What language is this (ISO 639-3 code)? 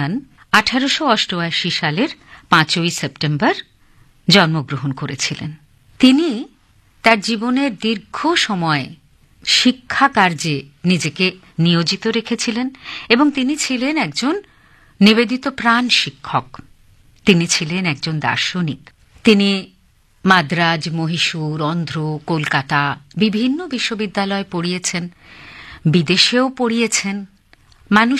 ben